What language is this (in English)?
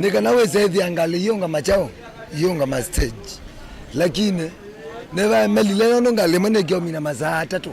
Kamba